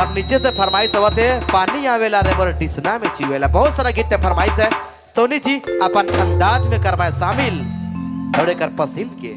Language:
Sadri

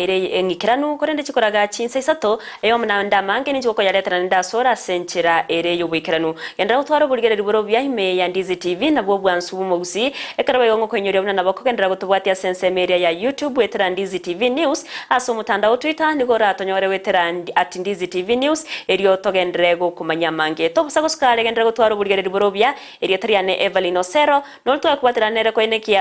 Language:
Gusii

